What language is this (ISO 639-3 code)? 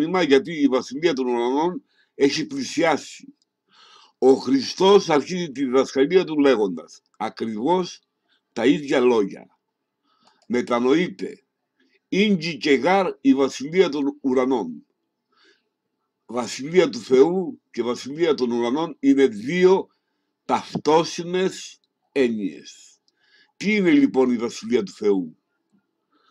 ell